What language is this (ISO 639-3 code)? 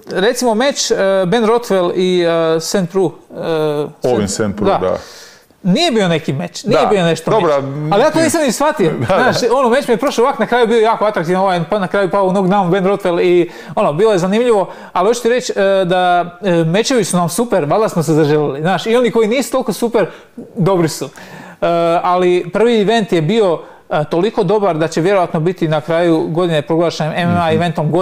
hrv